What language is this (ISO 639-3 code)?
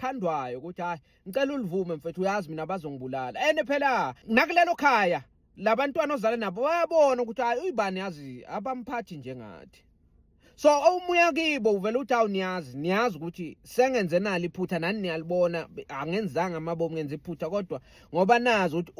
zul